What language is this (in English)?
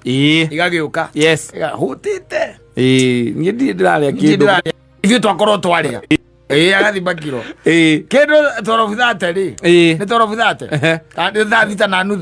Kikuyu